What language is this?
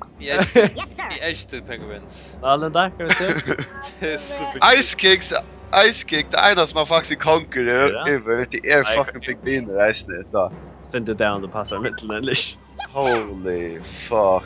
Faroese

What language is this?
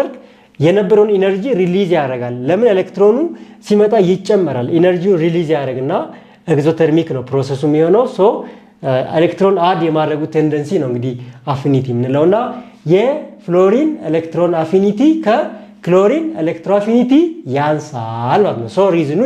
Amharic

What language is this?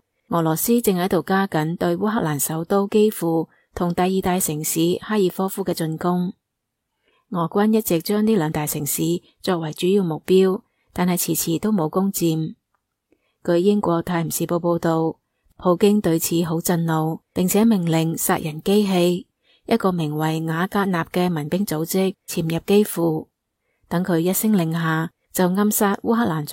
Cantonese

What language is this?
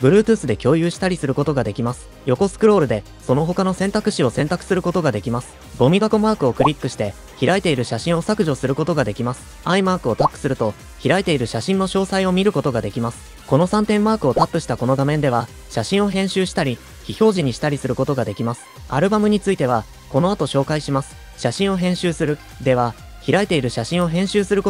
Japanese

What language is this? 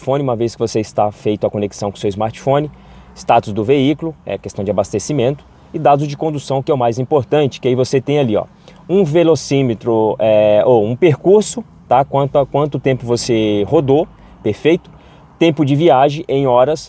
Portuguese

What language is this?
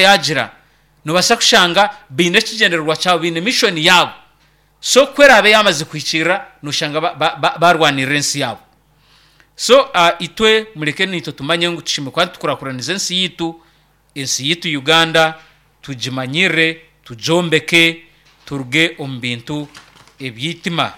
Nyankole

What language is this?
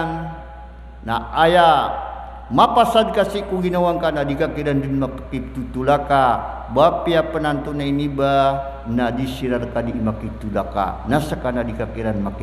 Maranao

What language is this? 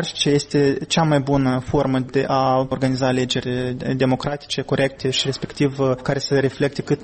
Romanian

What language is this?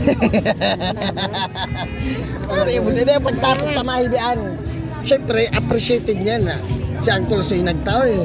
Bikol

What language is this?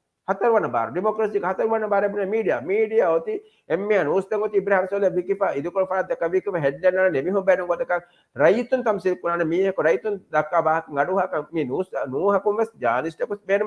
Divehi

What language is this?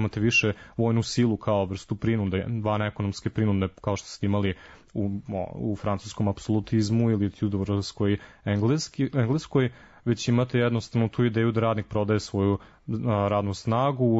Serbian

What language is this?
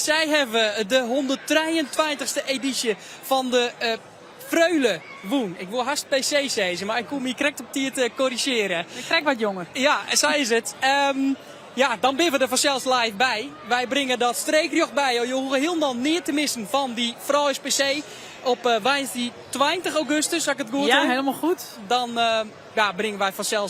Western Frisian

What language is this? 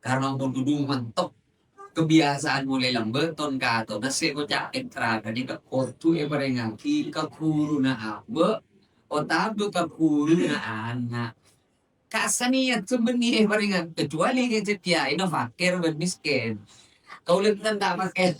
Madurese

